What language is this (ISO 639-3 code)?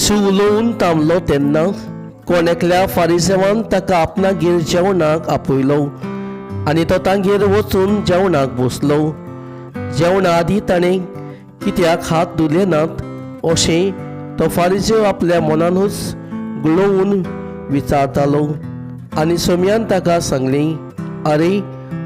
kok